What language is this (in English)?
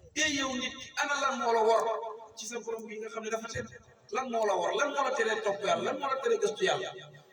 Wolof